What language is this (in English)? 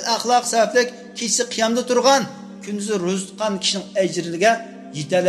Uyghur